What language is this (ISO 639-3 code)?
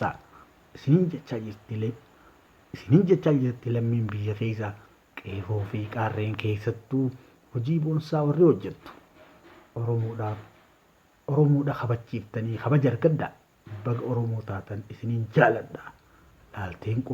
orm